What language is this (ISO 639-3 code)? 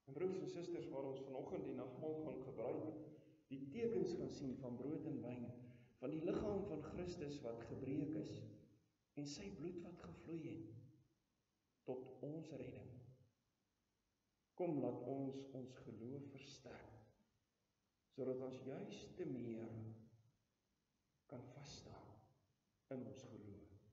afr